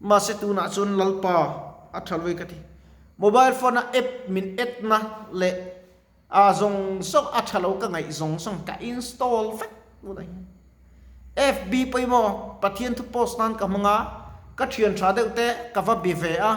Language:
Mizo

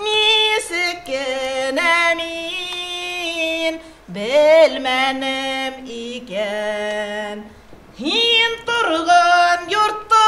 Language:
Bashkir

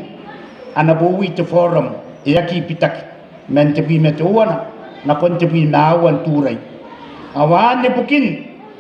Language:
Gilbertese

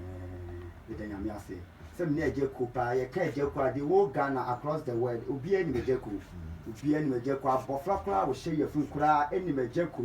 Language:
Akan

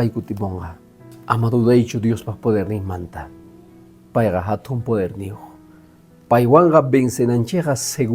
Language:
Quechua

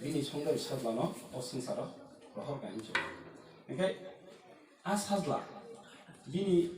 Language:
Kok Borok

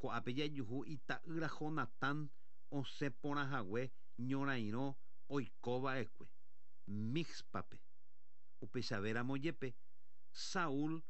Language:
Guarani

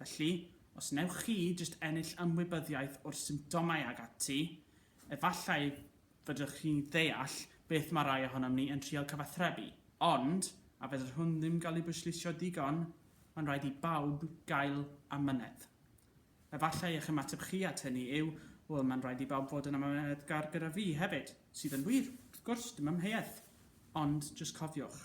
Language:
Welsh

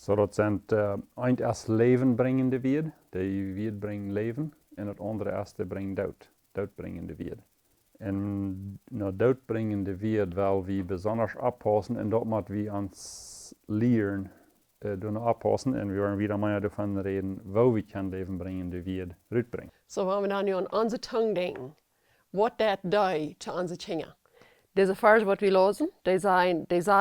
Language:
Plautdietsch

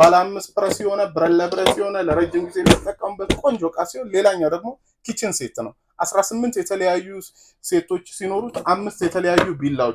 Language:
Amharic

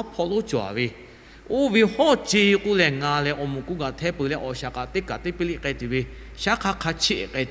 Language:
Lahu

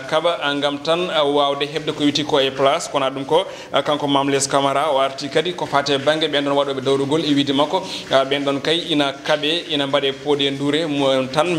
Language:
Fula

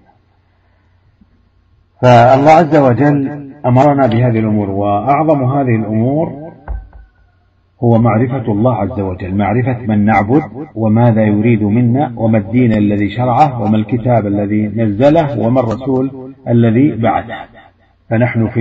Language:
Arabic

